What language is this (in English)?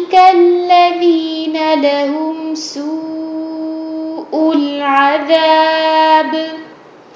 Urdu